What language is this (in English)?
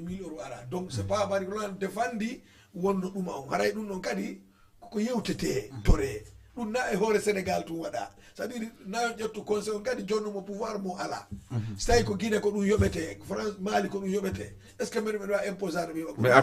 Fula